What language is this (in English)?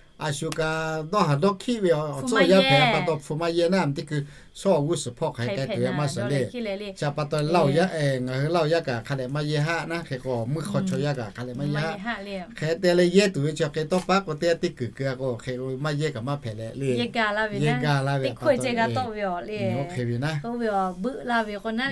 Lahu